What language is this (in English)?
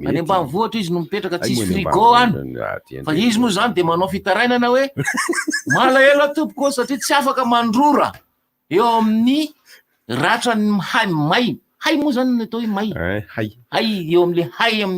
Malagasy